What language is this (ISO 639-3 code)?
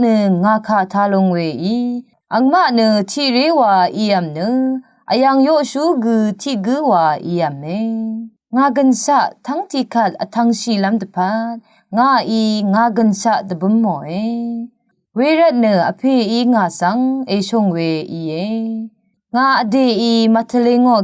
raw